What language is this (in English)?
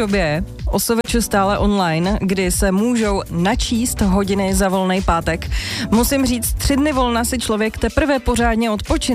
Czech